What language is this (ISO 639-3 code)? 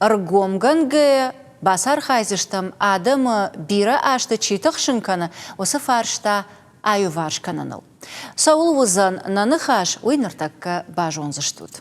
oss